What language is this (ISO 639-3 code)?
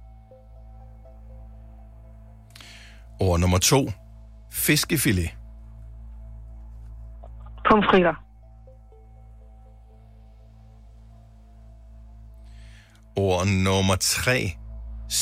dan